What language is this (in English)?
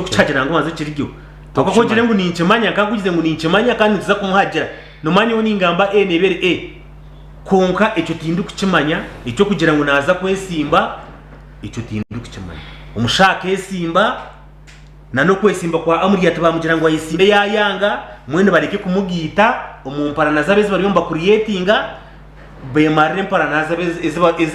Nyankole